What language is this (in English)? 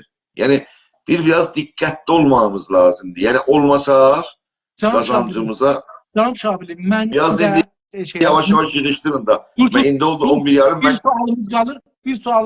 South Azerbaijani